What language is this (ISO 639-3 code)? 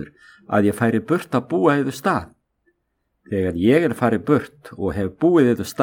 isl